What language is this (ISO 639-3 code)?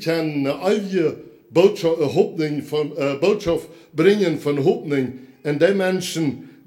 pdt